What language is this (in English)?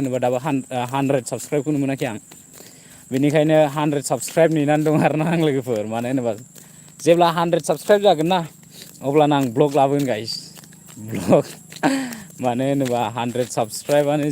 Bodo